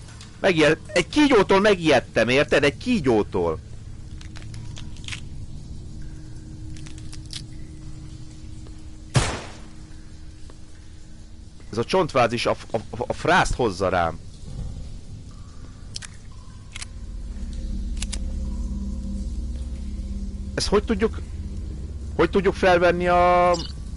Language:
Hungarian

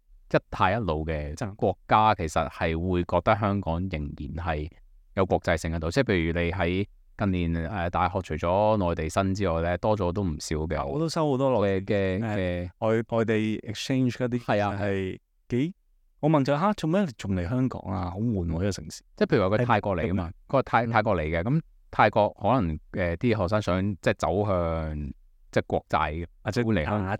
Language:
Cantonese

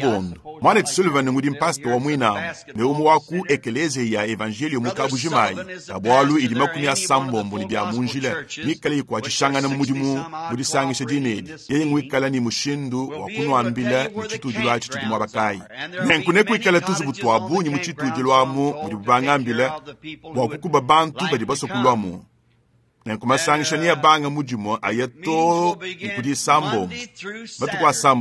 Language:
Luba-Lulua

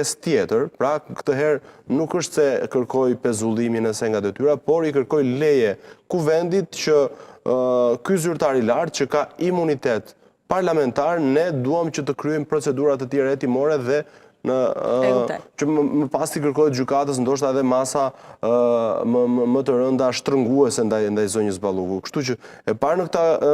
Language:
Albanian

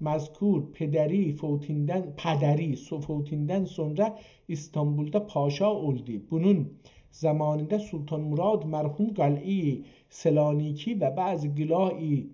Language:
South Azerbaijani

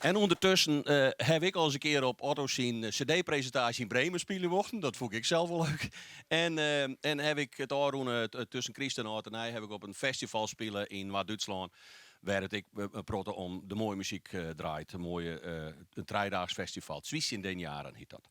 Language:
Western Frisian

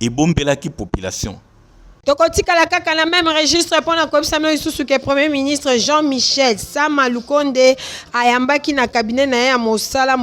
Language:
Lingala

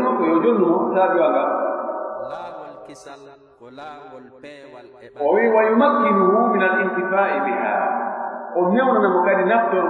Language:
Pular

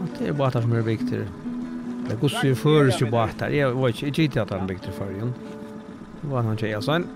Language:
Faroese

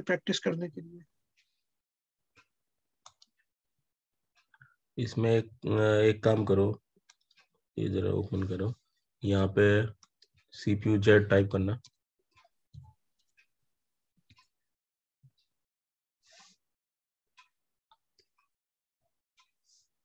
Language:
Hindi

